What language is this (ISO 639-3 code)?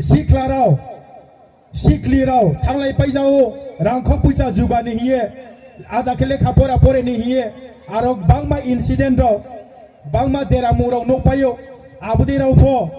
ria